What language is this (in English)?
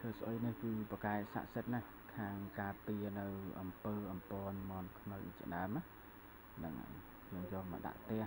Khmer